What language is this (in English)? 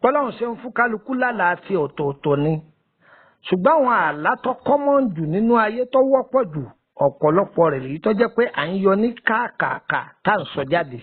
Yoruba